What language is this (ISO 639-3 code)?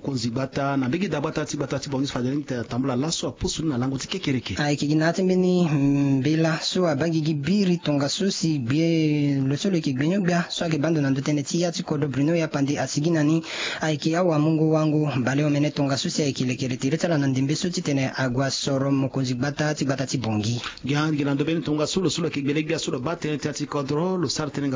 sag